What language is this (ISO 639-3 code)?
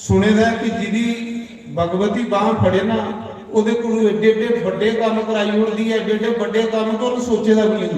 doi